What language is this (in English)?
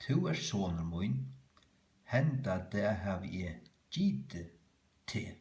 Faroese